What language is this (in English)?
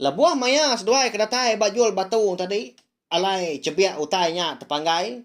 Iban